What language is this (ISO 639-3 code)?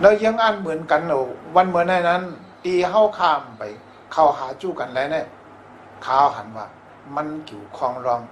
shn